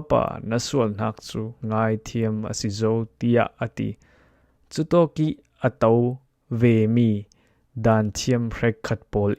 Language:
Falam Chin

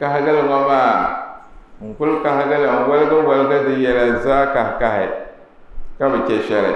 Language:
Dagbani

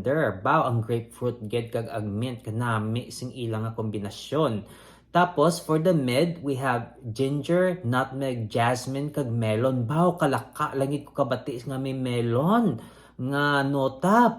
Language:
Hiligaynon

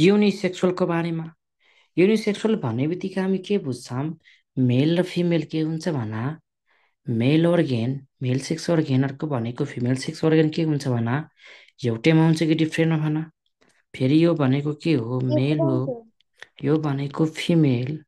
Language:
Nepali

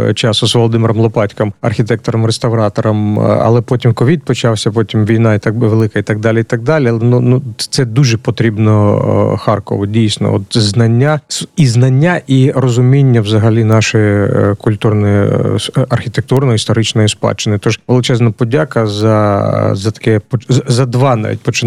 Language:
Ukrainian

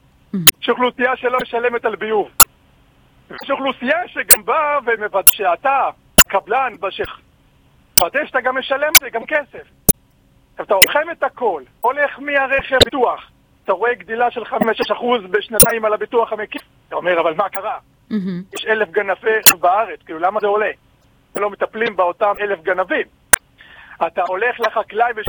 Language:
Hebrew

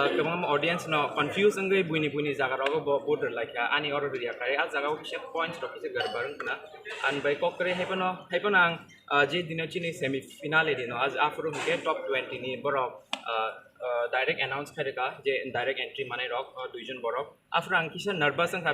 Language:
Kok Borok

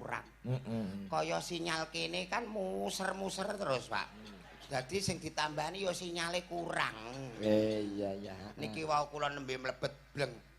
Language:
Javanese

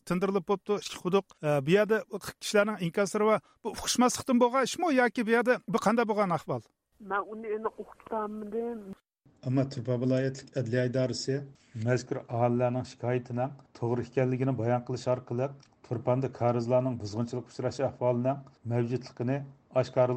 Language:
Uyghur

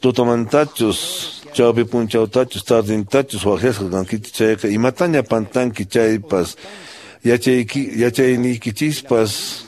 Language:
Quechua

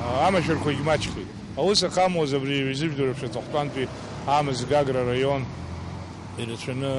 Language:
Abkhazian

